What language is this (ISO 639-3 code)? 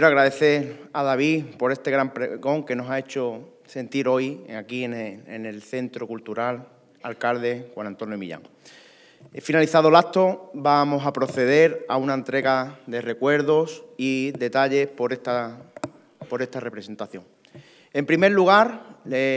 spa